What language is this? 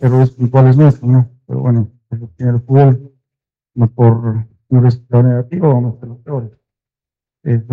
Spanish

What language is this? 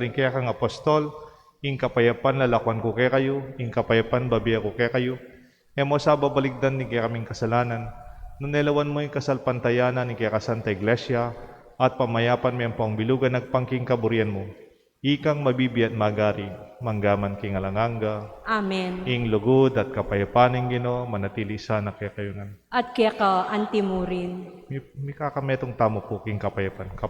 Pampanga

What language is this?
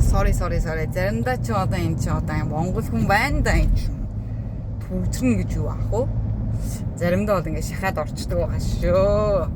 Mongolian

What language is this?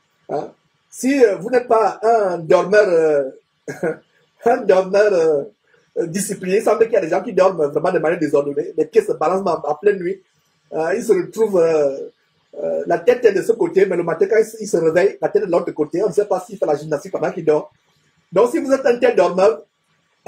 French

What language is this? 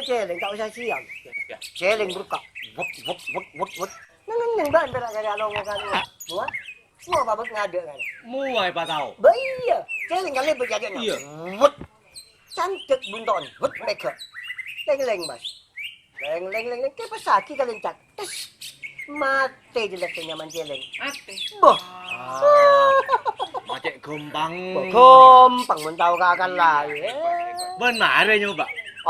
Madurese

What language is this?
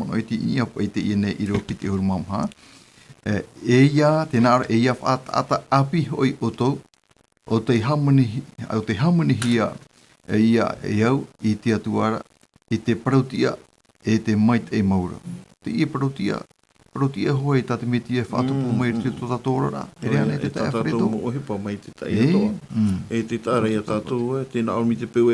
Tahitian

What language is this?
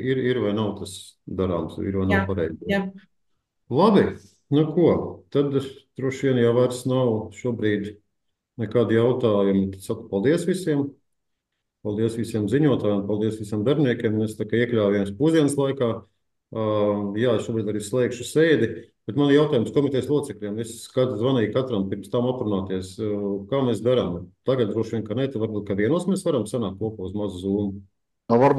Latvian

